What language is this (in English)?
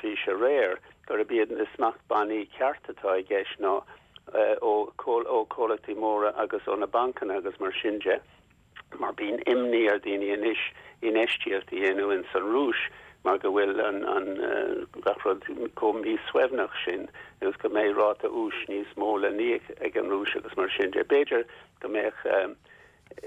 Irish